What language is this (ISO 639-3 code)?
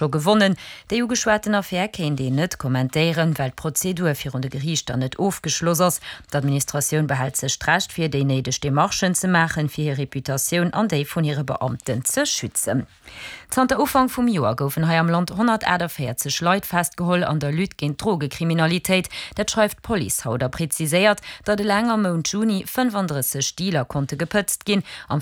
ltz